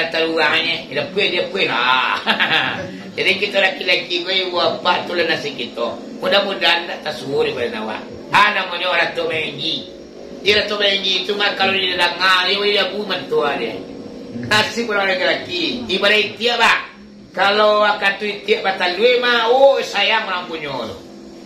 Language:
Minangkabau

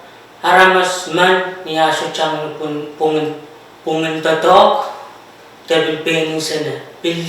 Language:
Pohnpeian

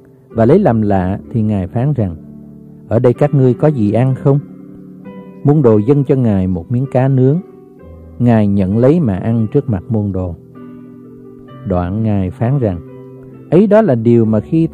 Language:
Vietnamese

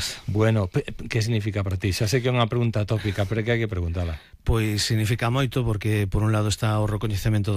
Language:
Galician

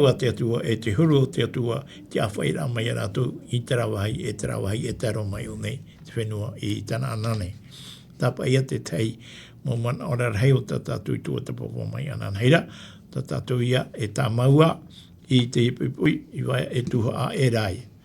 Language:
Tahitian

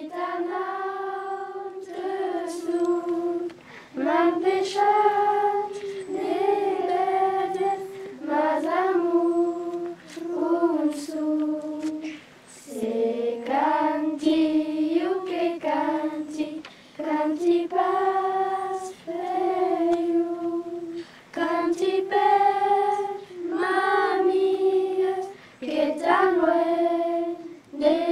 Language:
Occitan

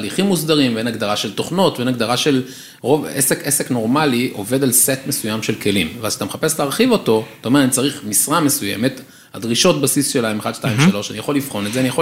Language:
Hebrew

